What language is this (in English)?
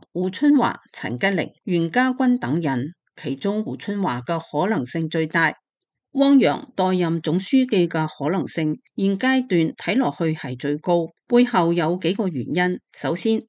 Cantonese